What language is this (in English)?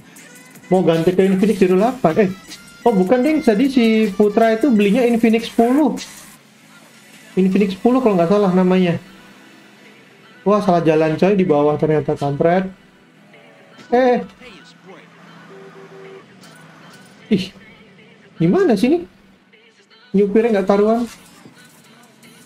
Indonesian